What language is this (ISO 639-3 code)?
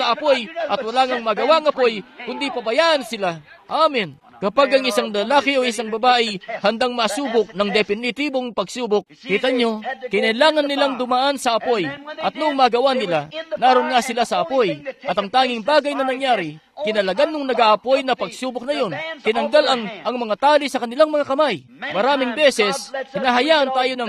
fil